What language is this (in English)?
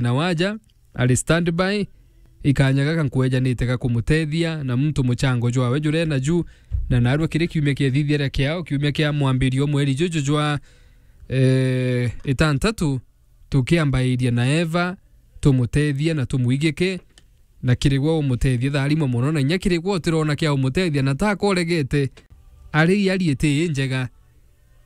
Meru